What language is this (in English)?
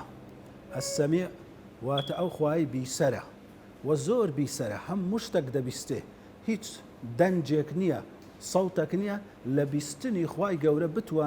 Central Kurdish